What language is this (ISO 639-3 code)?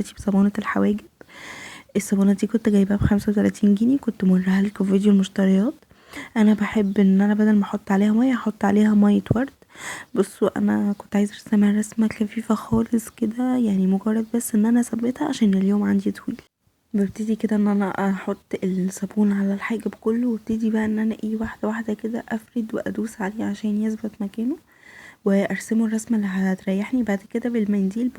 arz